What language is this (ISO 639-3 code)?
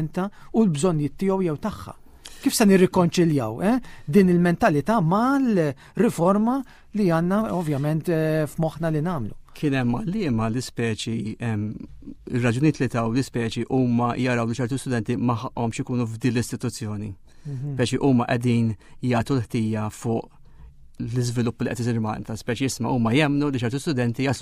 mlt